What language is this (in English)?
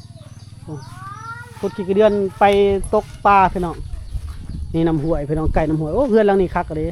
Lao